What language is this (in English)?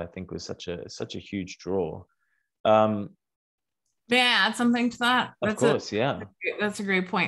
English